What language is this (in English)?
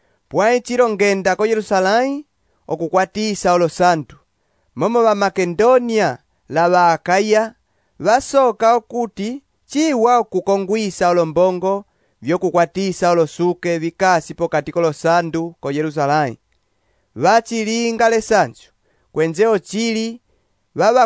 Umbundu